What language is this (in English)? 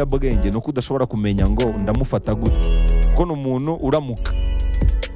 Kinyarwanda